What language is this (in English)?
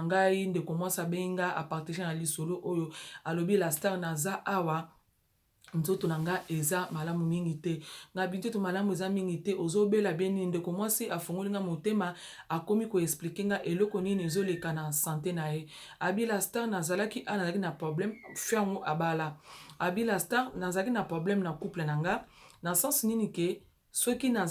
Lingala